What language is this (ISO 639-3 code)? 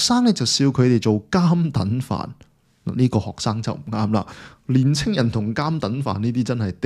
yue